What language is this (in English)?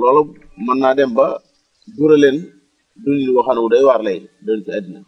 Wolof